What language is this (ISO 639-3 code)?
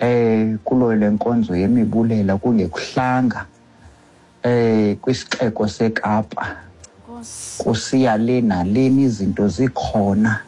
xho